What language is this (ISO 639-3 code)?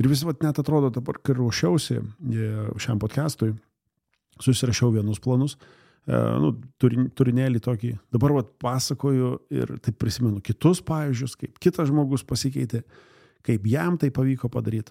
lit